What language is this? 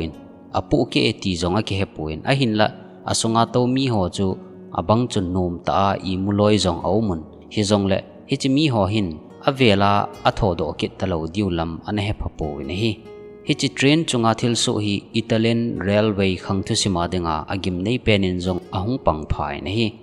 Thado Chin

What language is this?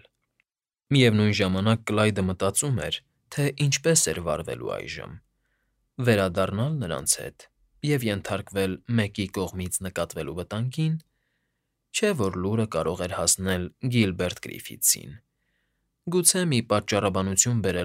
Armenian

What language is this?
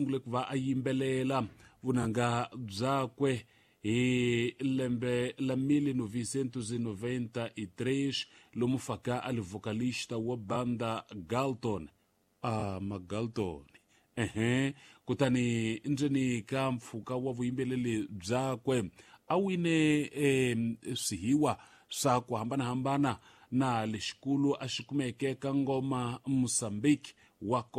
Tsonga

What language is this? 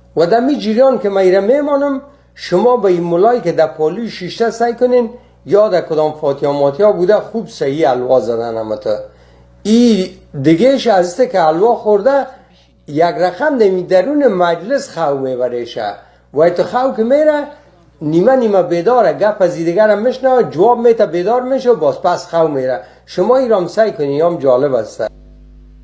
Persian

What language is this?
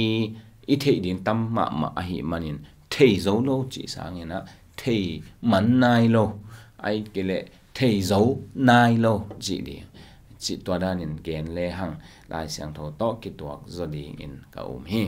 Tedim Chin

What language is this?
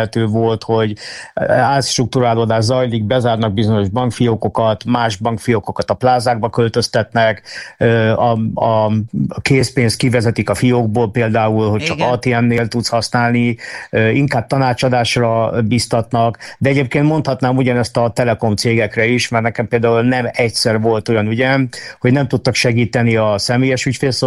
Hungarian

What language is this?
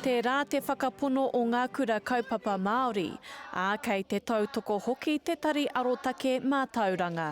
Māori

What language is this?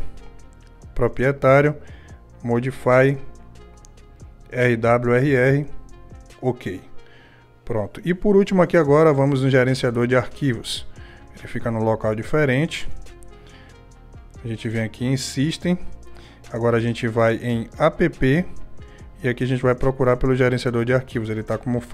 Portuguese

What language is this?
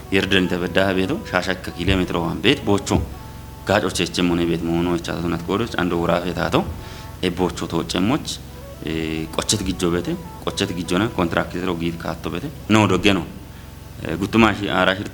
Kafa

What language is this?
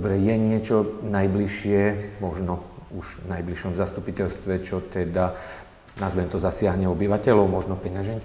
Slovak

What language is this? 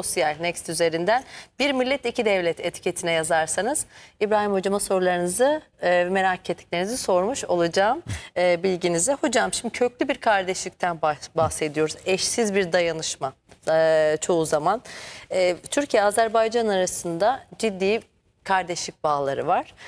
Turkish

